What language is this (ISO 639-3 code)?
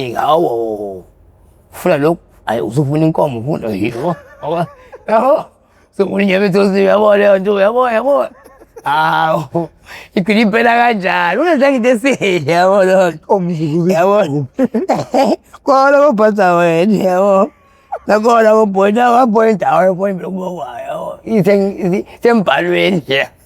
zul